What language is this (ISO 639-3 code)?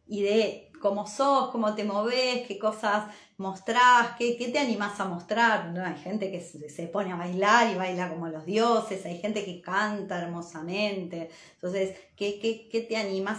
spa